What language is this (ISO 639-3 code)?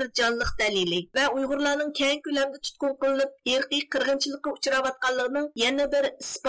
uig